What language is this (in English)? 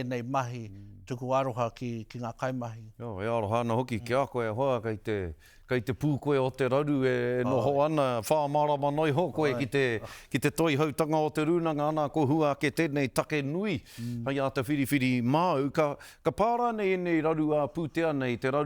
Māori